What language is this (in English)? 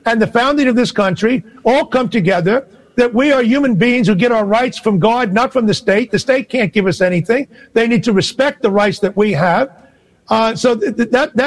English